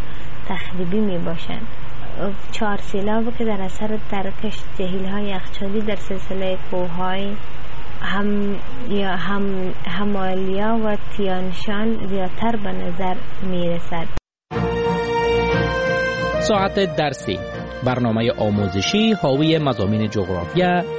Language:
Persian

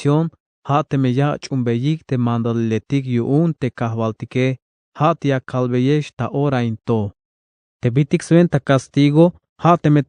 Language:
Tzeltal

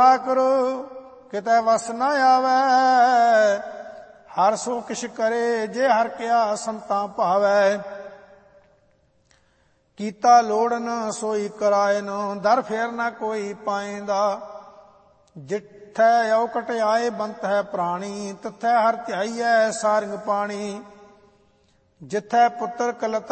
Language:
Punjabi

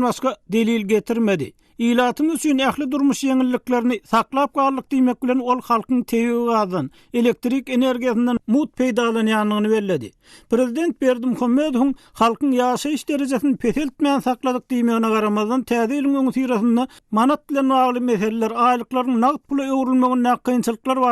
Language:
Turkmen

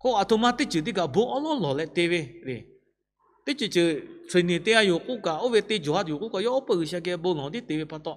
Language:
Lahu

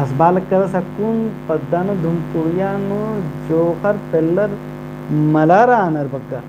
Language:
Kurukh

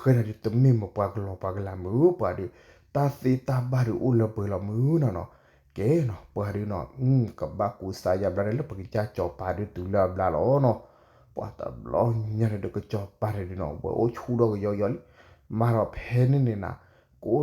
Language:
S'gaw Karen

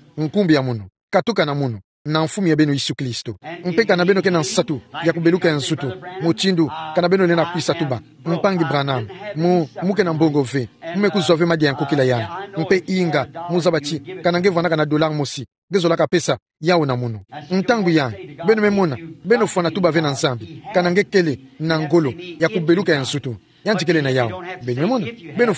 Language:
Kituba (Democratic Republic of Congo)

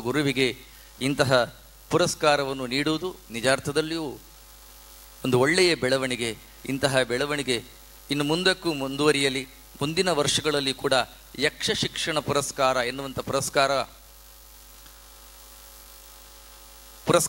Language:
Kannada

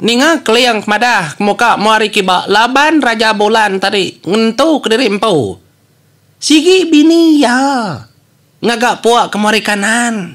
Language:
Iban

